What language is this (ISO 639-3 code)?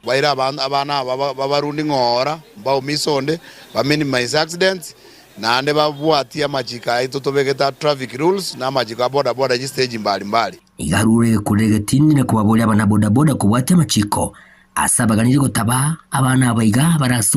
guz